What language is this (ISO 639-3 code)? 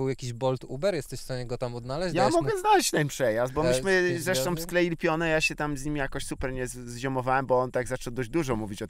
pol